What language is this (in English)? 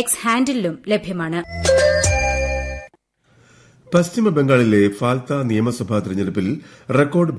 Malayalam